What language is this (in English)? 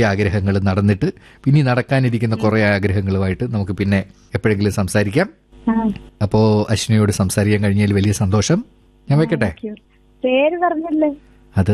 Malayalam